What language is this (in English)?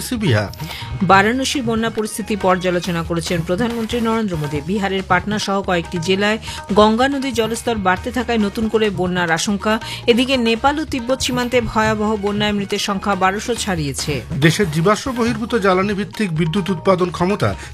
Bangla